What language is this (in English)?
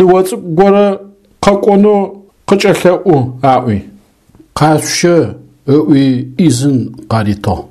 Adyghe